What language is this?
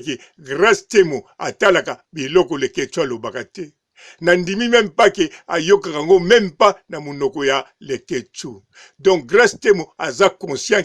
Lingala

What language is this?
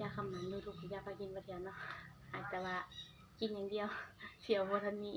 Northeastern Thai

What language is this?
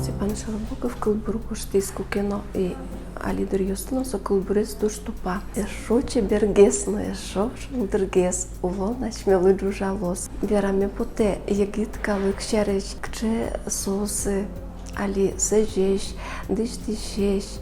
Udmurt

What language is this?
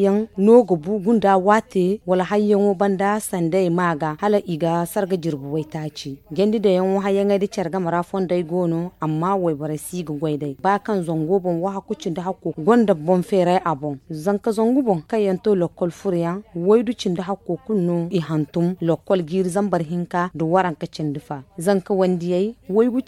Zarma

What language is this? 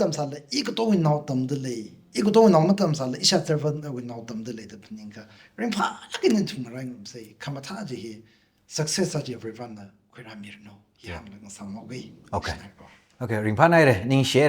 Tangkhul Naga (India)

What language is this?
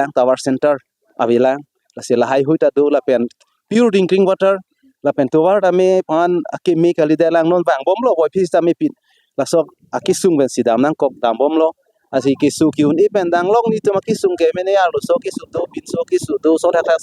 Karbi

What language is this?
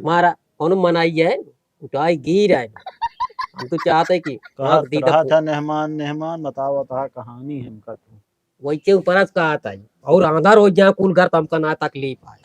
Awadhi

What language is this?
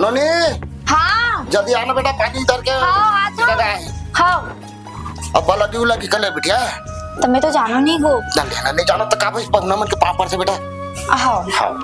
Chhattisgarhi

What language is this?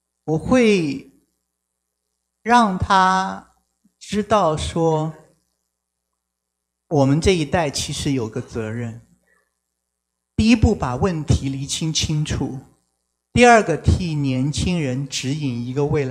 Chinese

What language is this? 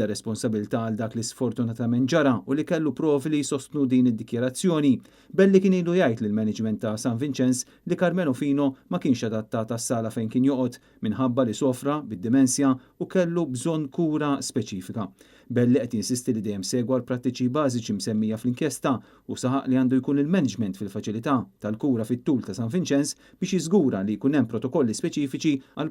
Maltese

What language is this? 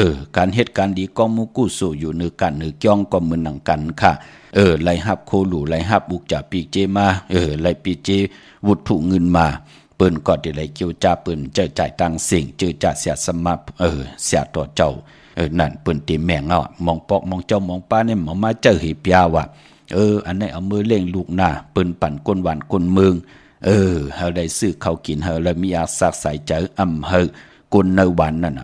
Shan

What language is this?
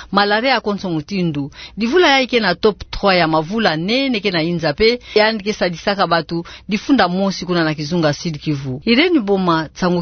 Kituba (Democratic Republic of Congo)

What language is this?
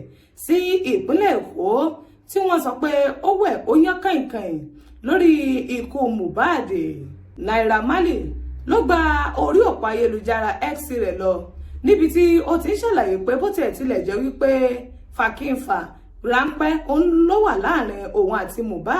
Yoruba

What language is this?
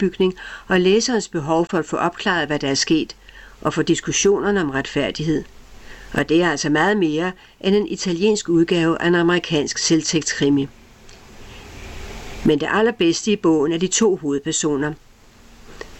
Danish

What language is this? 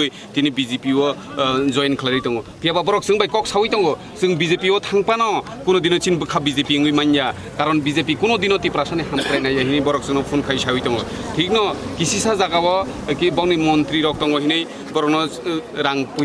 Kok Borok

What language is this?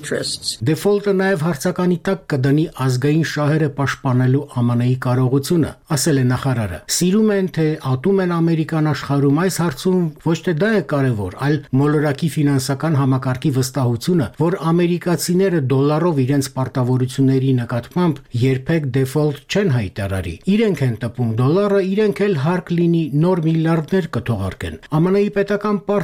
Armenian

